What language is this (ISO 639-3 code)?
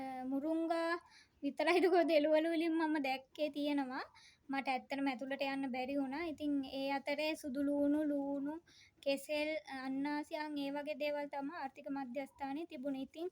sin